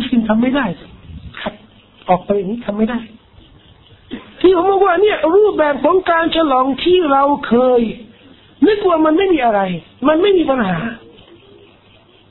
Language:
Thai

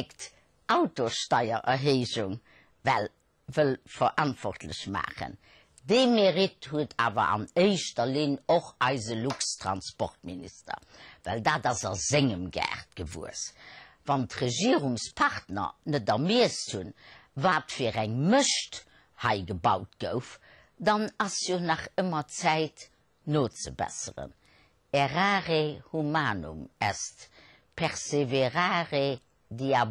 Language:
Luxembourgish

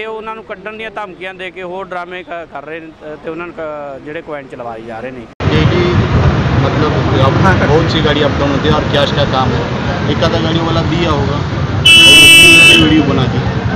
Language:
Punjabi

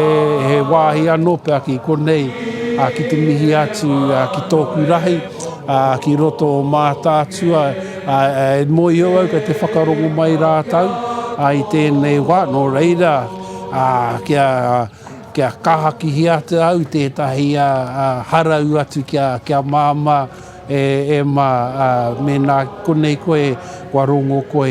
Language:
Māori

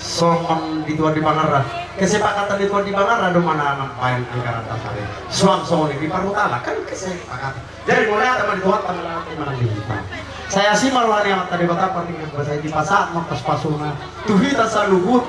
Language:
Batak Toba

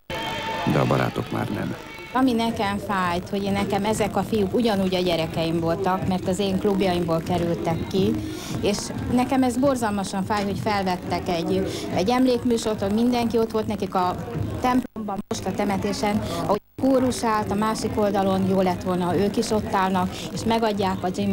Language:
Hungarian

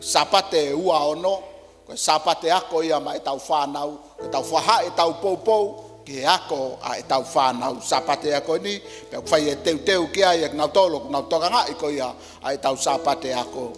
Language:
Tongan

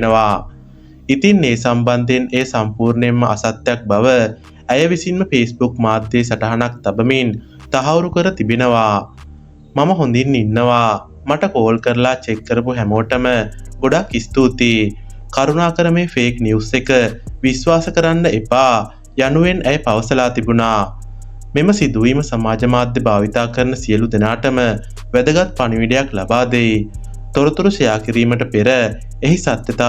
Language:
Sinhala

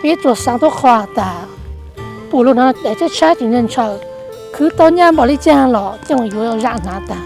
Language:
Hmong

